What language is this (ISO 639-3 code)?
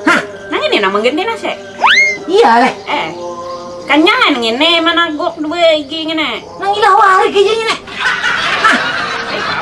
bjn